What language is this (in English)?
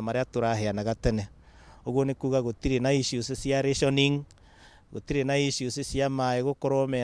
Kikuyu